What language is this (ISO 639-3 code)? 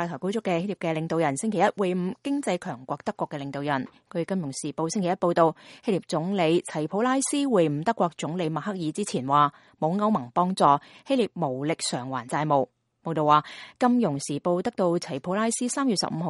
yue